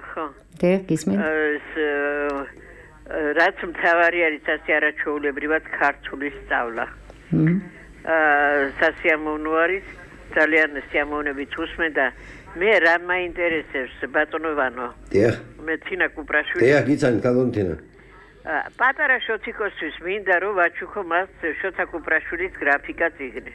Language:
Georgian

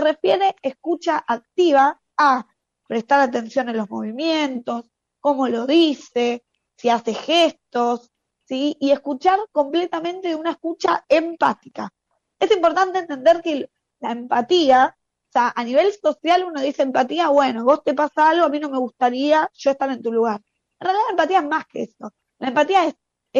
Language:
Spanish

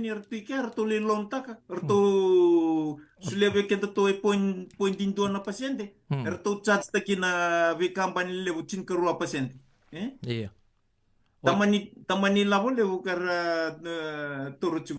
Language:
Fijian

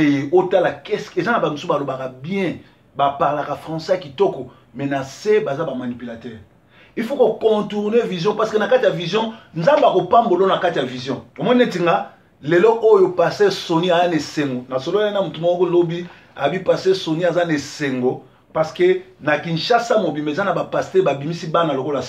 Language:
Lingala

